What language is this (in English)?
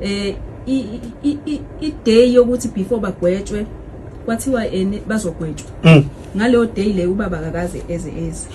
Zulu